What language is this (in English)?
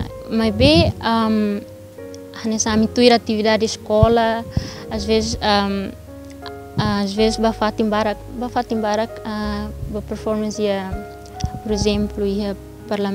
Tetum